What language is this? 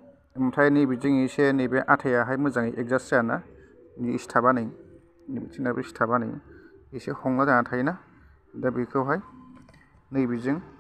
Bodo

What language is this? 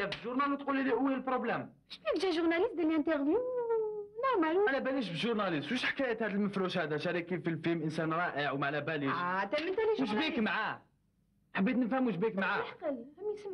Algerian Arabic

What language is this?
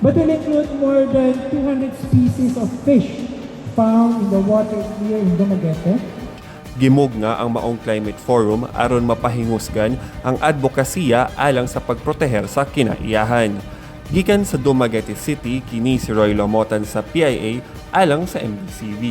Cebuano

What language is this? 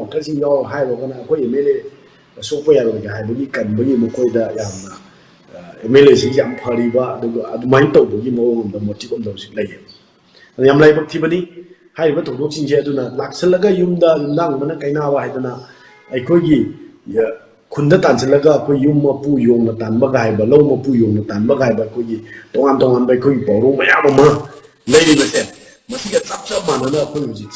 Manipuri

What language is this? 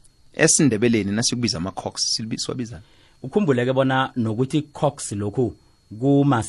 South Ndebele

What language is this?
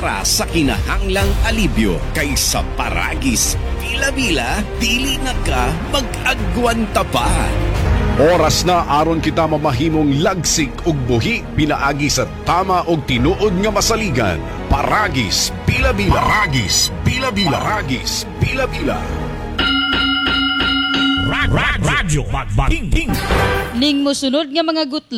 Cebuano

